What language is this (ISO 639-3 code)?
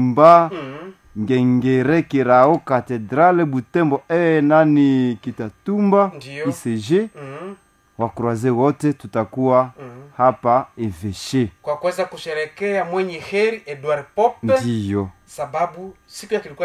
swa